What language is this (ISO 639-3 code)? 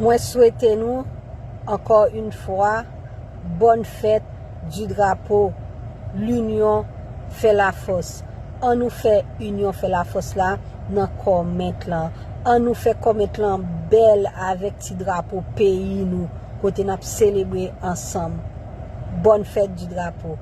hat